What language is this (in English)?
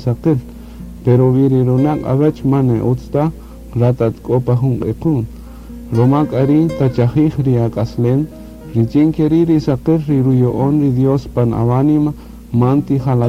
Kaqchikel